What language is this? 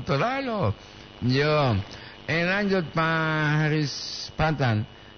Gorontalo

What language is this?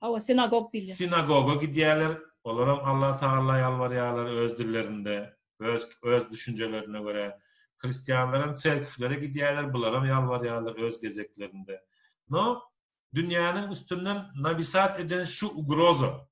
Turkmen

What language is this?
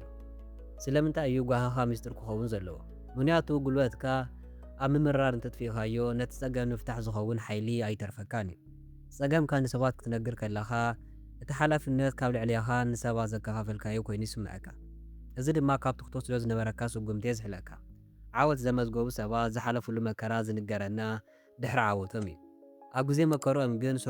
Tigrinya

